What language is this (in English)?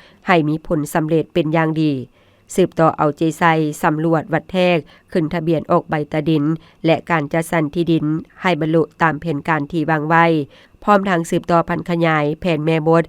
Lao